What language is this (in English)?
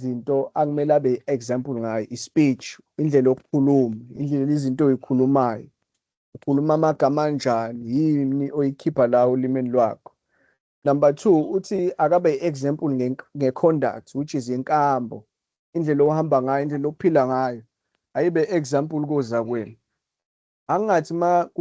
Zulu